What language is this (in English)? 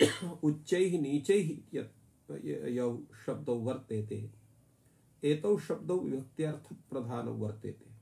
Sanskrit